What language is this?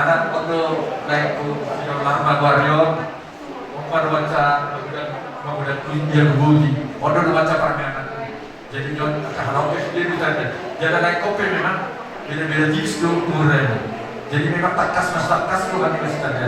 Batak Toba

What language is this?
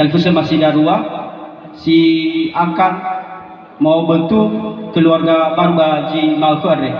Nias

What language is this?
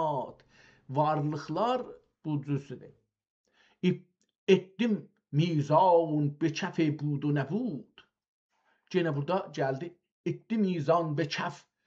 South Azerbaijani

